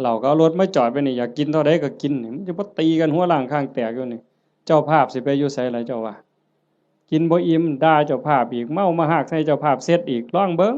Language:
Northeastern Thai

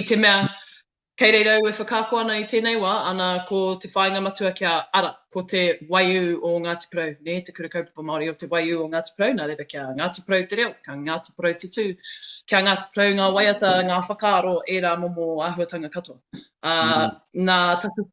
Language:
Māori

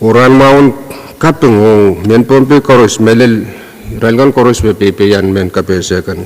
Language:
Pohnpeian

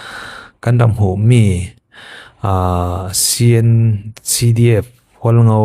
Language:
Falam Chin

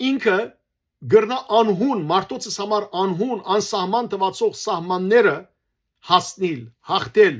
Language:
Western Armenian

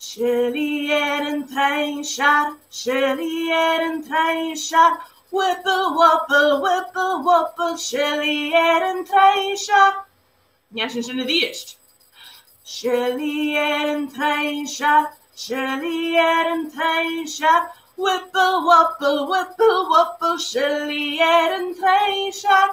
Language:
Scottish Gaelic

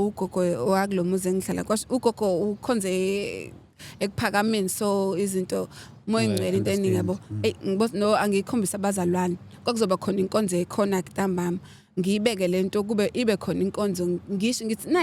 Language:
Zulu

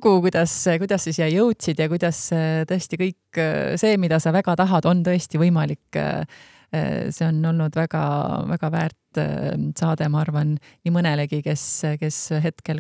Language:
Estonian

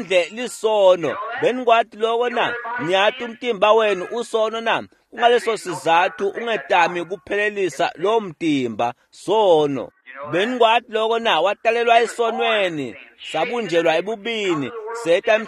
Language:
Swati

